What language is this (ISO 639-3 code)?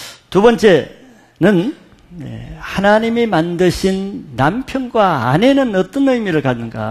kor